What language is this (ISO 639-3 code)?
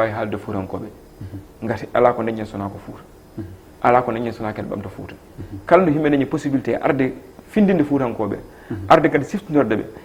ful